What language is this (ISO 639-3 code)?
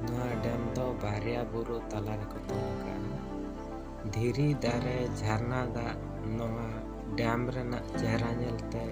sat